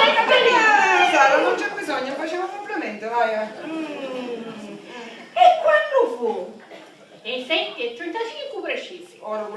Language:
Sicilian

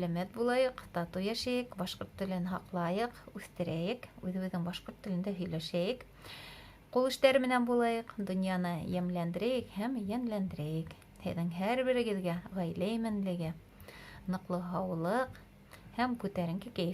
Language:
Bashkir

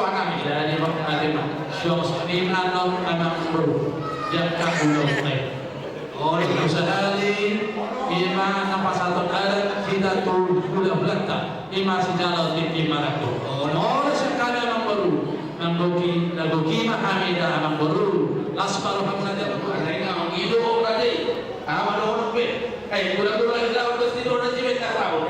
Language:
Batak Toba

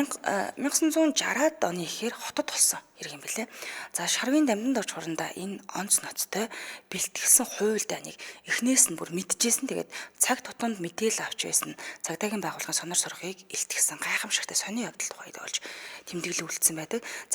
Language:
Mongolian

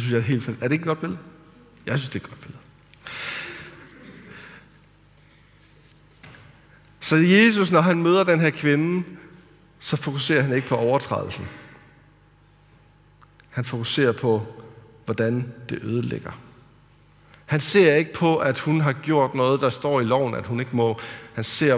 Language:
Danish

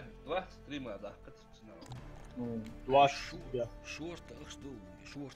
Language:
Ingush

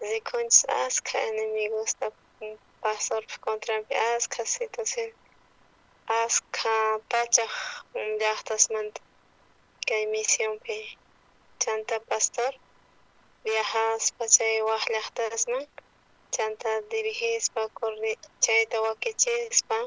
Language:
South Bolivian Quechua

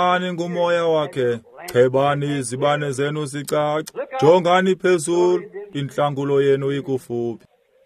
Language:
Xhosa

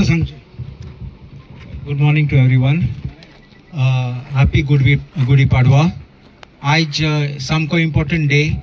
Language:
Konkani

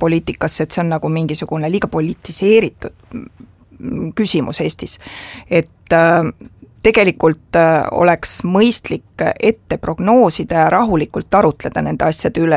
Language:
Estonian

